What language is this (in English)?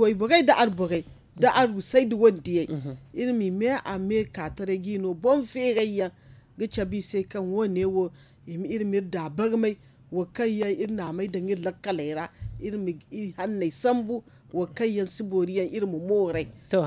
Zarma